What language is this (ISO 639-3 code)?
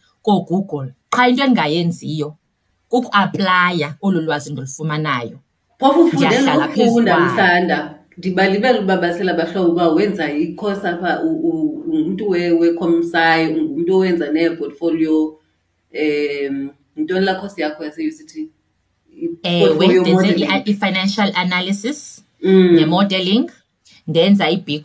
xho